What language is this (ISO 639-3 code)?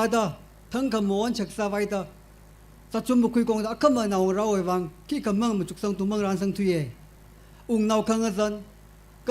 nmf